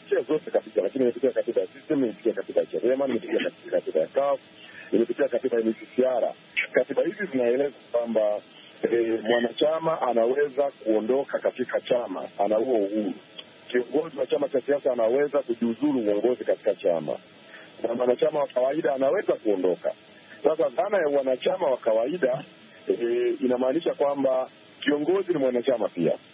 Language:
Swahili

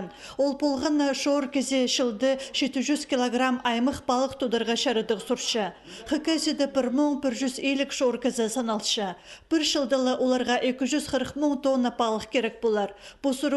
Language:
Khakas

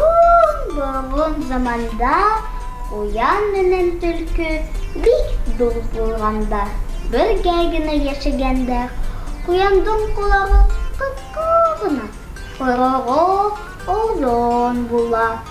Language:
Bashkir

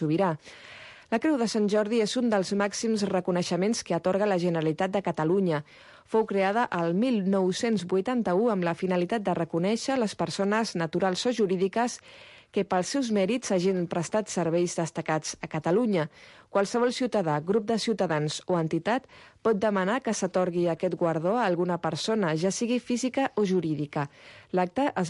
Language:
Catalan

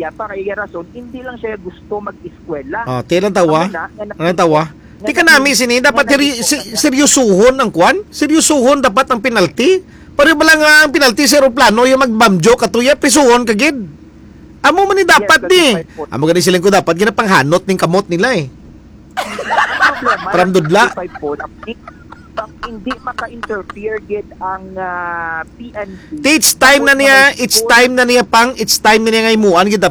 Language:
Hiligaynon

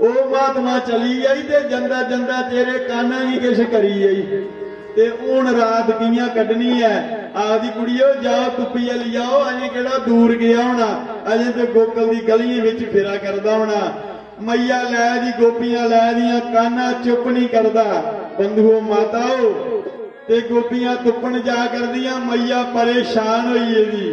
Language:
Dogri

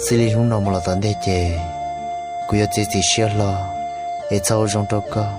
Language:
Hmong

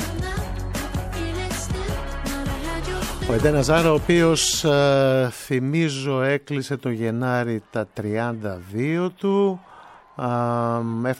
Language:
Greek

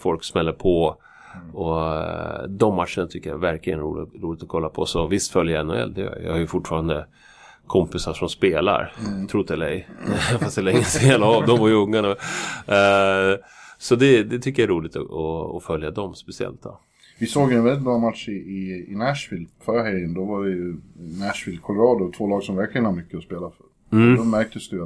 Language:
Swedish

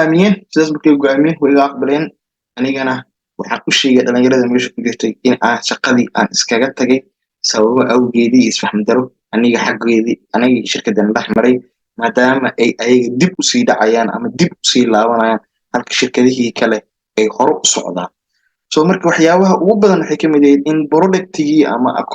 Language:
Somali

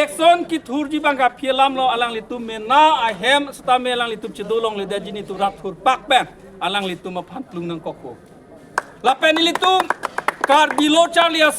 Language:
Karbi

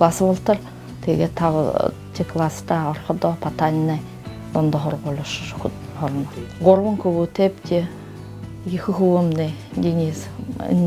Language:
Buriat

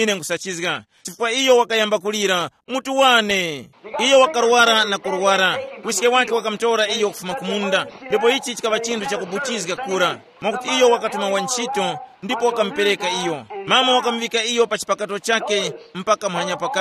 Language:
Tumbuka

